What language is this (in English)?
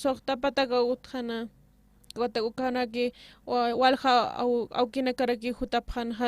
Aymara